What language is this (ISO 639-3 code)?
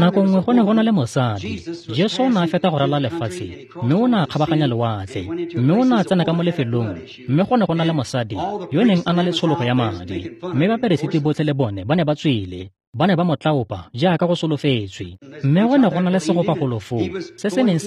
tsn